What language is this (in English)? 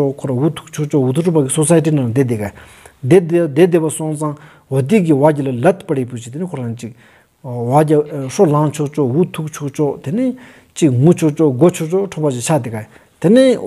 Stod Bhoti